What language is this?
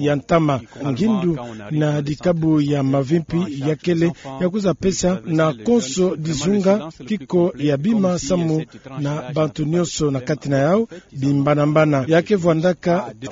Kituba (Democratic Republic of Congo)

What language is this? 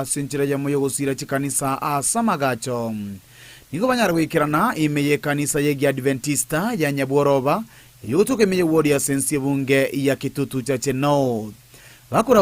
Gusii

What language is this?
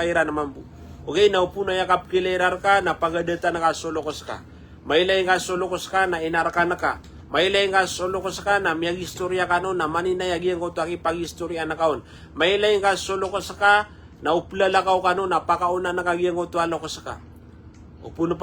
Maranao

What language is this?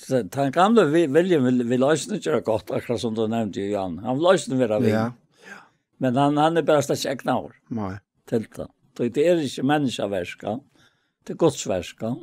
Faroese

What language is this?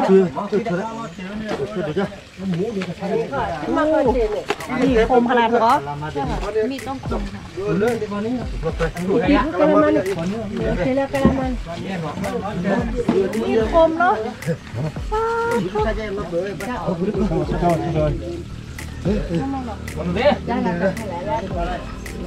Thai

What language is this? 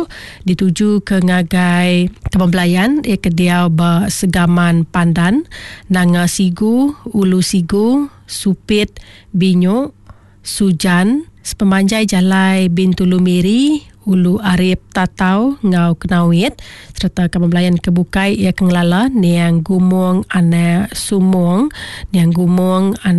Iban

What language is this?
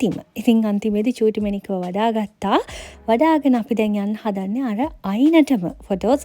Sinhala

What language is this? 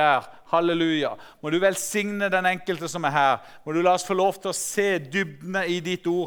Norwegian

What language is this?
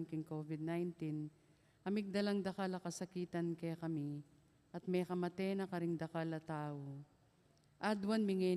Pampanga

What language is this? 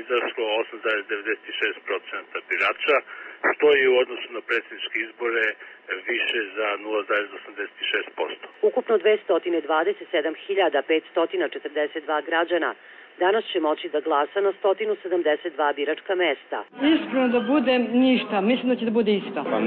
Serbian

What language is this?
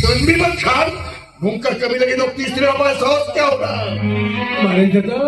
Santali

